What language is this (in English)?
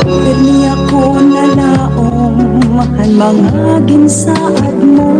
Waray